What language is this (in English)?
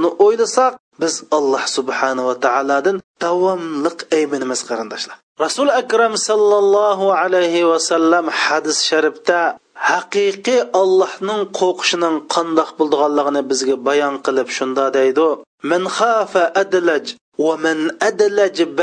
Uyghur